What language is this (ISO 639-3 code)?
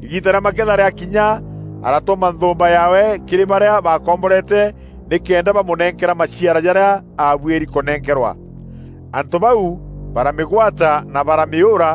mer